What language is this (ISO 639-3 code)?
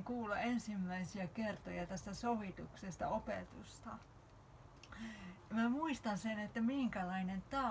fin